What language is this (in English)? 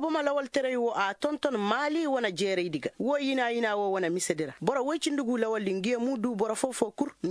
Koyraboro Senni